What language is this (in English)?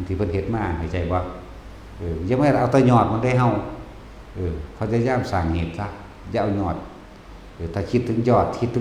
Northeastern Thai